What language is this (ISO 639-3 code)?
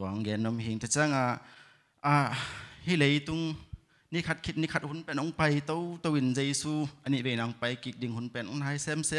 ctd